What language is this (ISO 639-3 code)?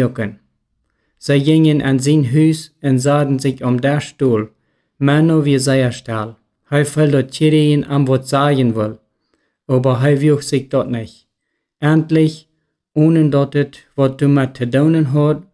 pdt